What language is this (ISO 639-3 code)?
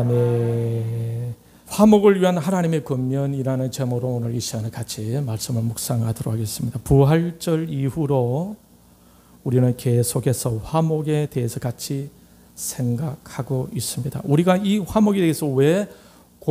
kor